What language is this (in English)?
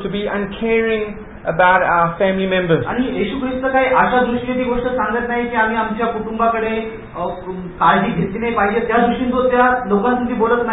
Marathi